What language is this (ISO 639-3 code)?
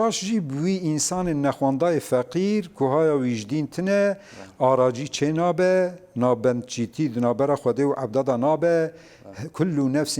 kur